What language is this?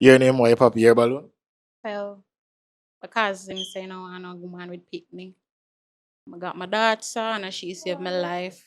Jamaican Creole English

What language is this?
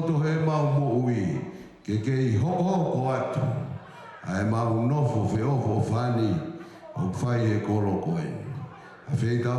Tongan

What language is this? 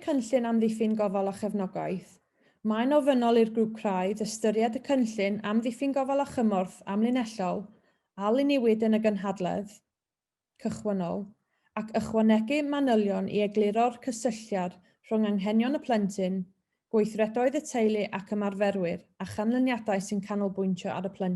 Welsh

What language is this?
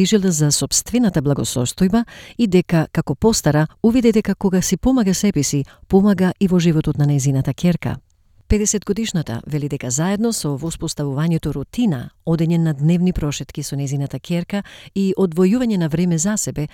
Macedonian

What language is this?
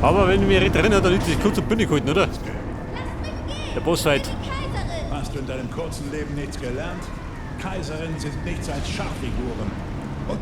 Bavarian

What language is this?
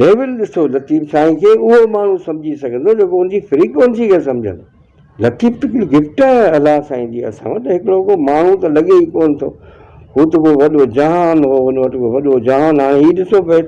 Sindhi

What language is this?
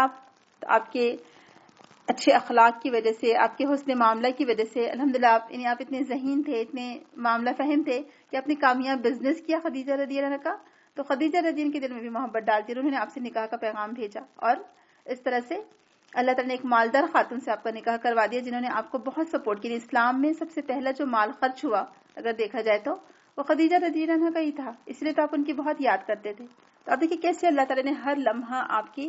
Urdu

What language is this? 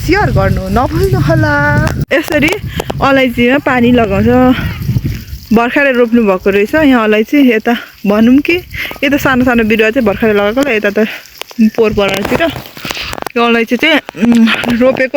Nepali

